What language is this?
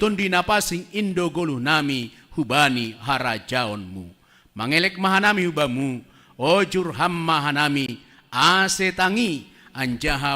Batak Simalungun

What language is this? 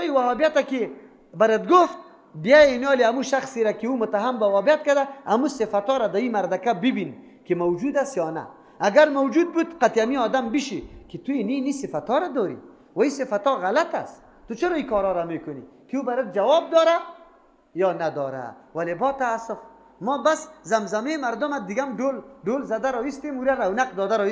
Persian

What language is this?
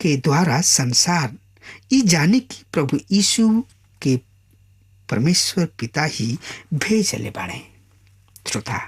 Bhojpuri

